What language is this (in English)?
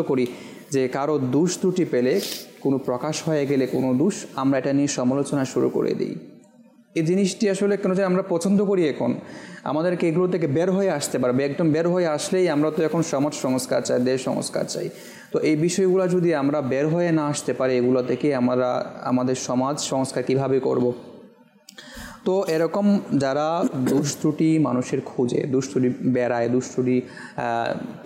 Bangla